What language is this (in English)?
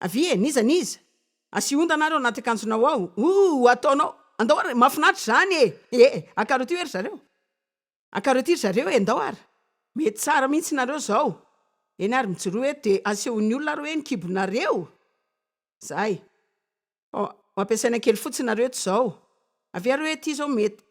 Malagasy